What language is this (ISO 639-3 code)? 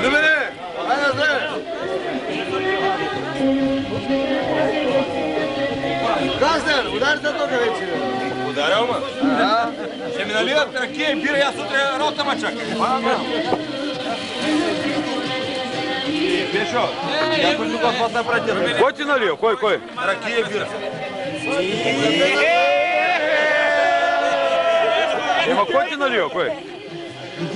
bul